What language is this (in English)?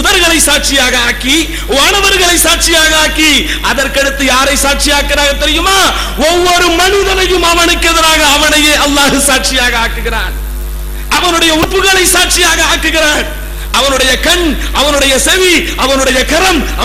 Tamil